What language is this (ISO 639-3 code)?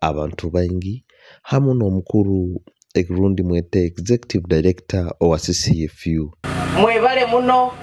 nyo